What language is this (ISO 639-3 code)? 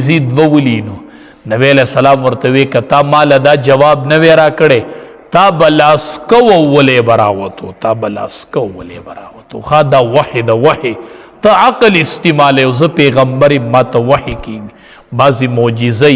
pus